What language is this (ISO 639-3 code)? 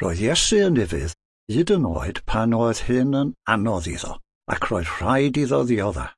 cym